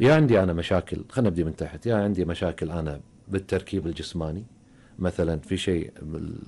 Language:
Gulf Arabic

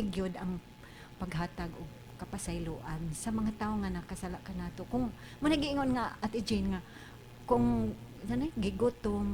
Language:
Cebuano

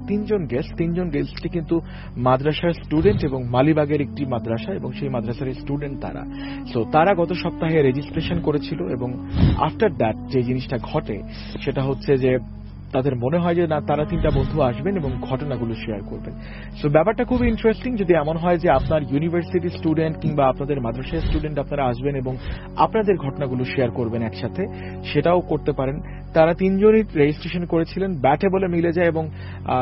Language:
Bangla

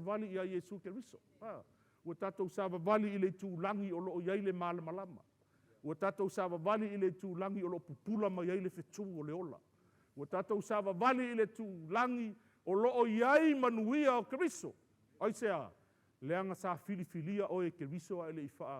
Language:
Samoan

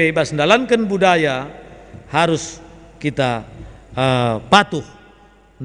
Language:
Batak Karo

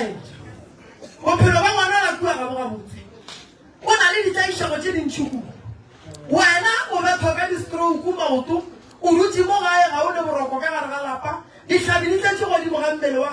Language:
Northern Sotho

